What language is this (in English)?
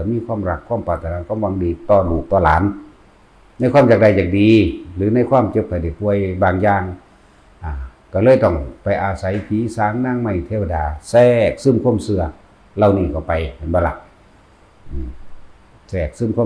Northeastern Thai